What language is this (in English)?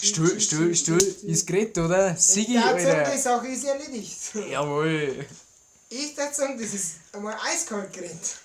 Bavarian